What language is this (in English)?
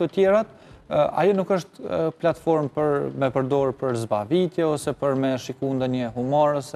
Albanian